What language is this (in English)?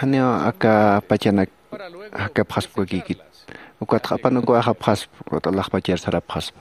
Aymara